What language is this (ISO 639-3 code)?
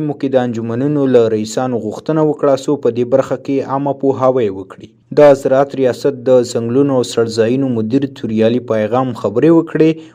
pus